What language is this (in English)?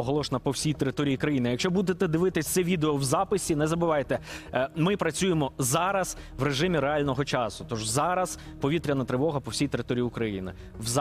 Ukrainian